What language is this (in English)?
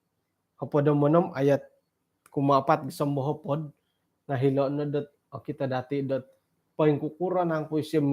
Central Dusun